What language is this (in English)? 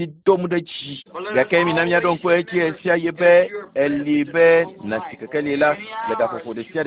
Ewe